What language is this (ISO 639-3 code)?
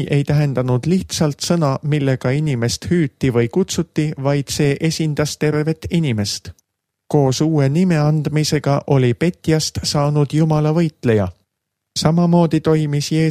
est